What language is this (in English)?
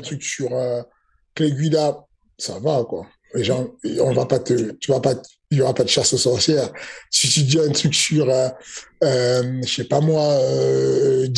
French